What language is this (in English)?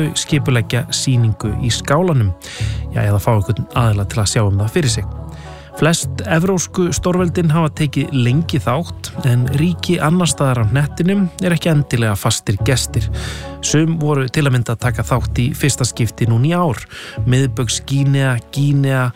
Icelandic